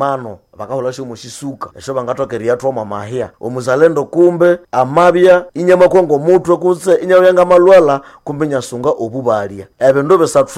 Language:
Nande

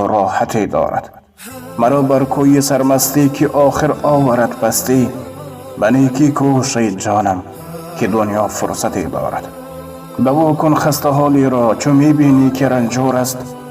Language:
Tajik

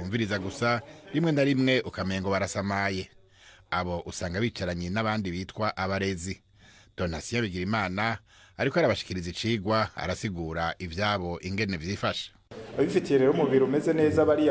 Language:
Rundi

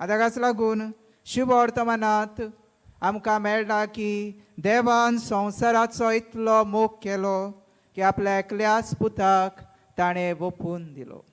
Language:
Konkani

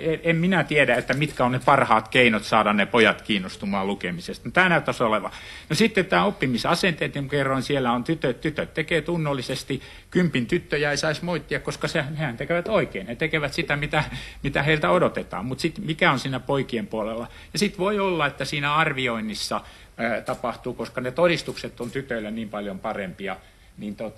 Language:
Finnish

